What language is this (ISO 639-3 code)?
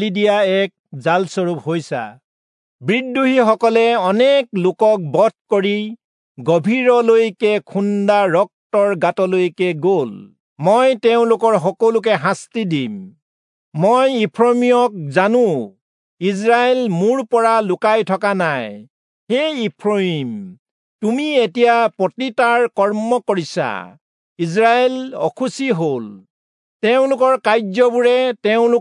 asm